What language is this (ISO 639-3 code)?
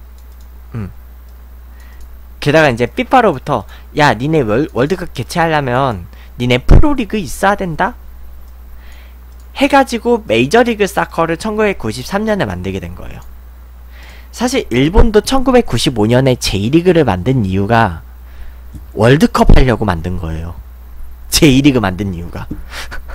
kor